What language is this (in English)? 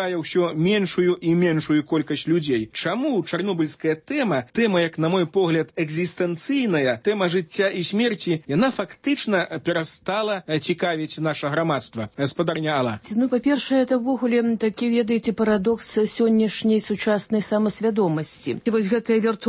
Belarusian